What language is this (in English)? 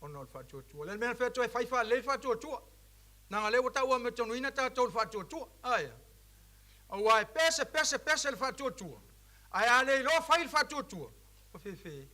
Samoan